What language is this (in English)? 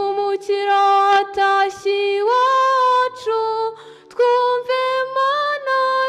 Kinyarwanda